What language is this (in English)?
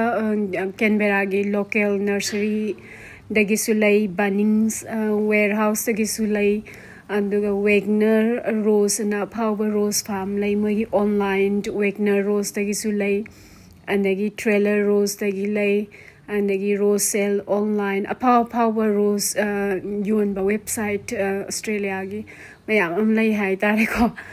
Manipuri